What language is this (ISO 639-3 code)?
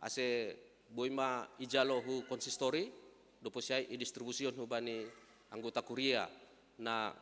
bts